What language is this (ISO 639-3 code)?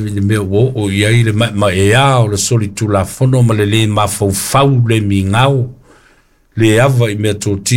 smo